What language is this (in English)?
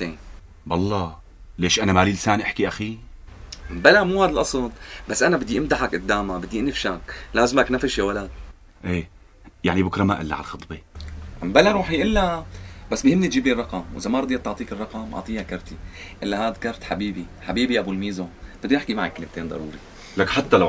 North Levantine Arabic